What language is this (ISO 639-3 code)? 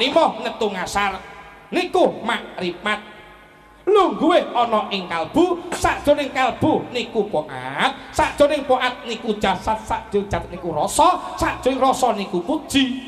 jav